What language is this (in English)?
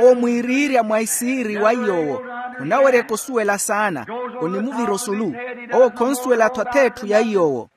Makhuwa